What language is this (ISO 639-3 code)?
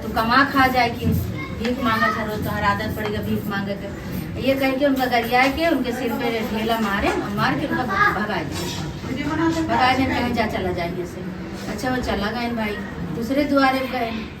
awa